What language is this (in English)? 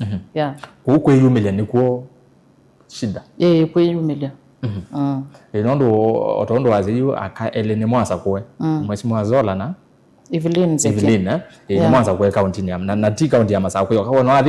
Kamba